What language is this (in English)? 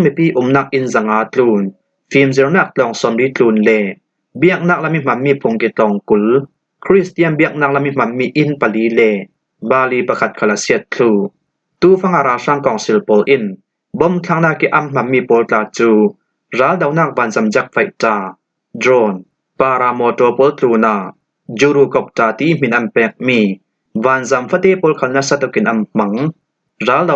Falam Chin